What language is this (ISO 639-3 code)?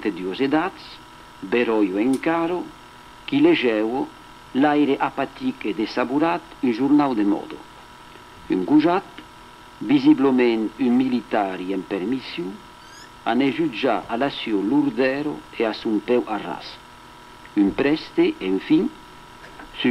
oci